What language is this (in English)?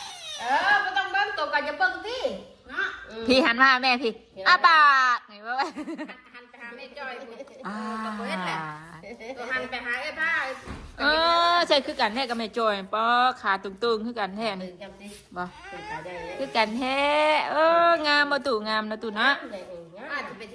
Northeastern Thai